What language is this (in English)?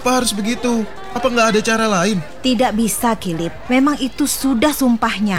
Indonesian